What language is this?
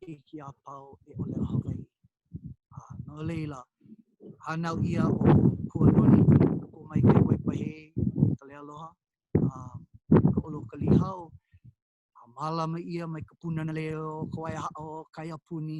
Hawaiian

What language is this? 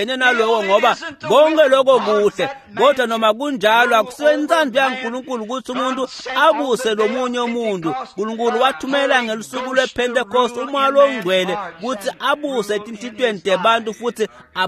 Swati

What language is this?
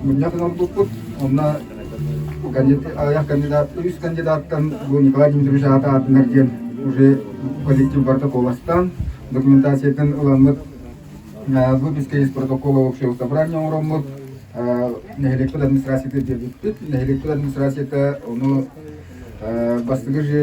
Yakut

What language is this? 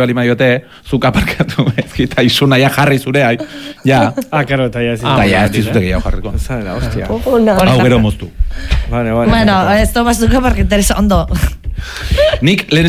Basque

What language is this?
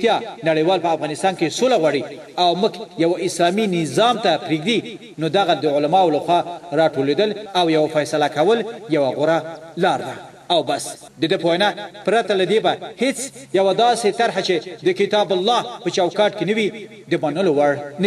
Pashto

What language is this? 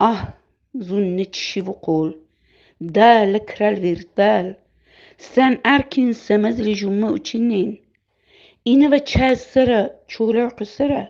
Lak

